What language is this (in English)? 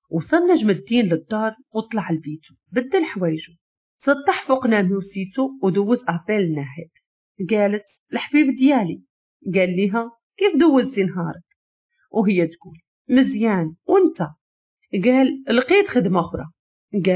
Moroccan Arabic